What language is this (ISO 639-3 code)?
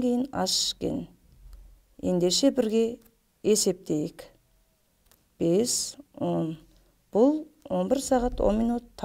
kaz